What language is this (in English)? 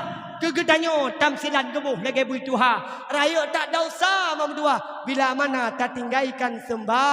Achinese